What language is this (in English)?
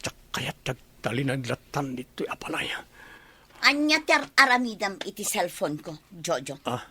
Iloko